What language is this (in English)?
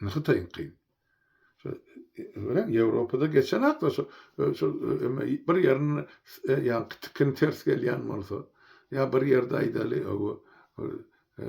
Turkmen